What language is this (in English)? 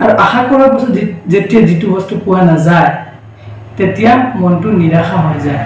Assamese